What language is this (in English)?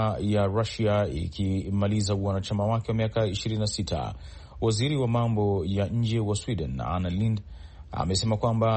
Swahili